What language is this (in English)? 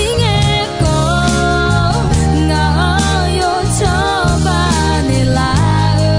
Akha